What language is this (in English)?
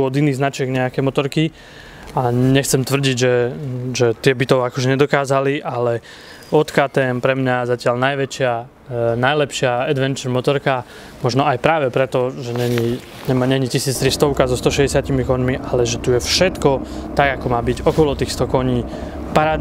Slovak